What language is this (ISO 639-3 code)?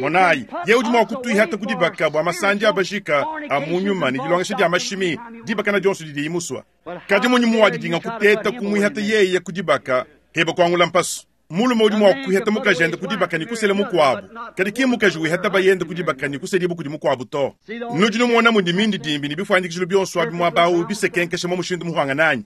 lua